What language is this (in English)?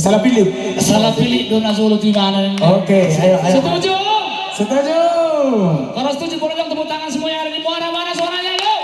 Batak Toba